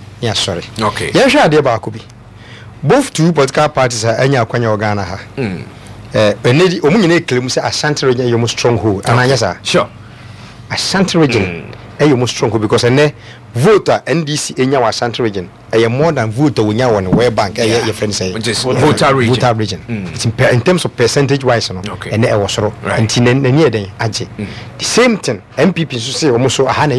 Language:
Akan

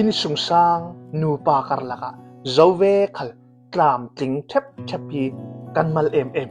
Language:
Hakha Chin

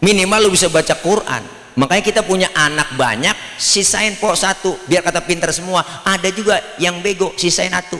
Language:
Betawi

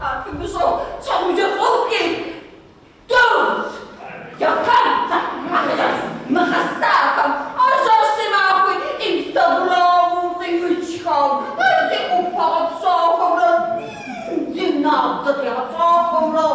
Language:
Kabardian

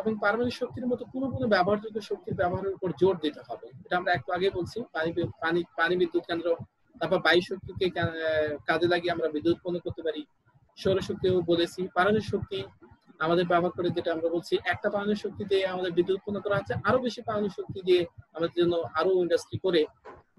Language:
Bangla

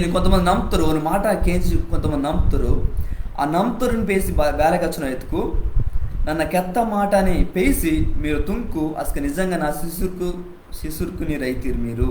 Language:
Koya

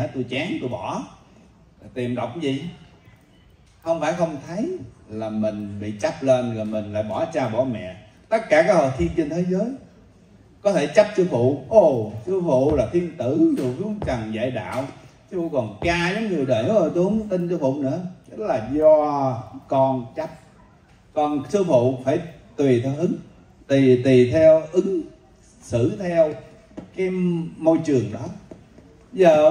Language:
Vietnamese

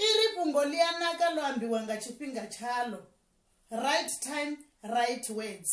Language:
Venda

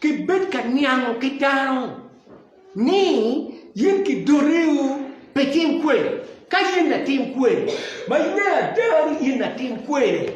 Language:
Acoli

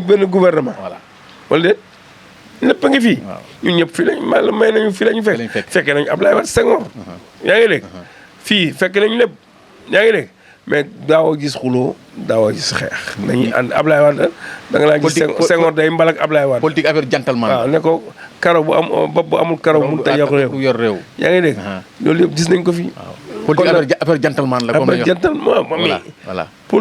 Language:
Wolof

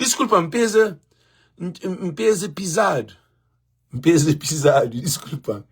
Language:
Kabuverdianu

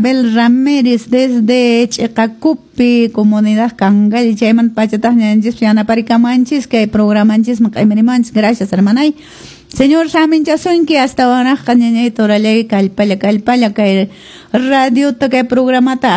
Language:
Quechua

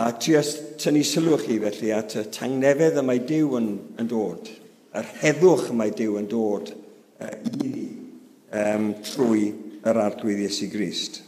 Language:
Welsh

